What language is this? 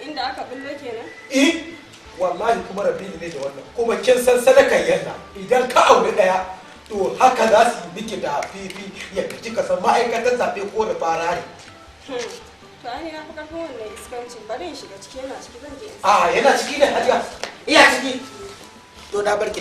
Hausa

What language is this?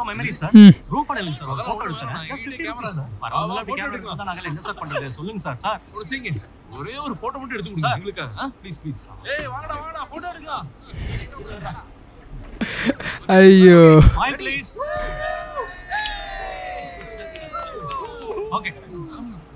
Tamil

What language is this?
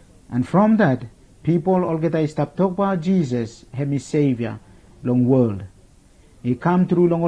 Bislama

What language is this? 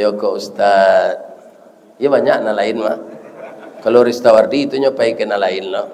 Minangkabau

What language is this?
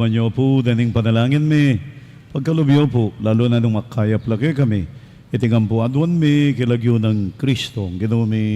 Pampanga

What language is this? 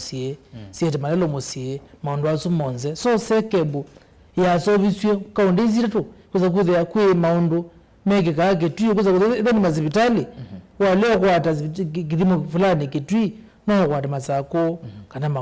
Kamba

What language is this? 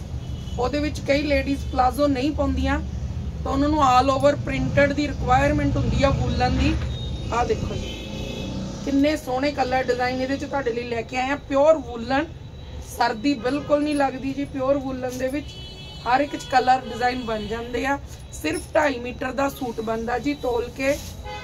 Punjabi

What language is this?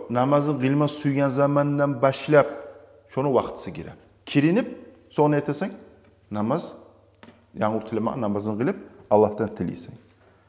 Kumyk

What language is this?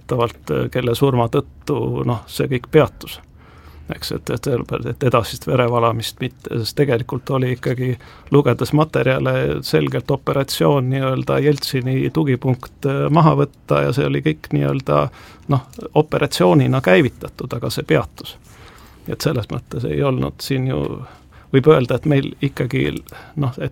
Estonian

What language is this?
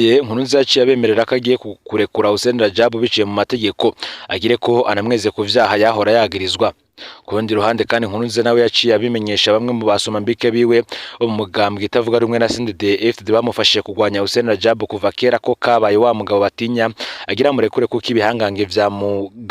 Rundi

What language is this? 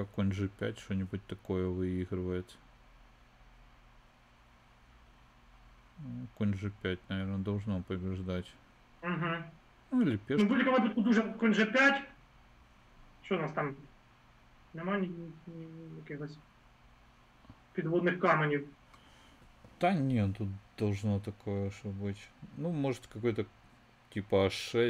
Russian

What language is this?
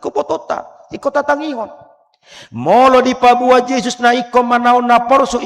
Batak Toba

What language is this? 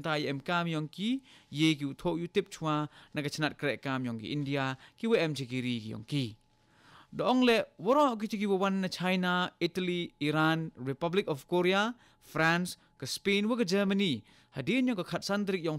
Khasi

